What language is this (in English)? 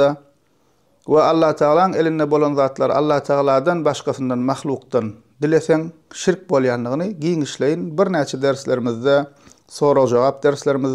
Turkmen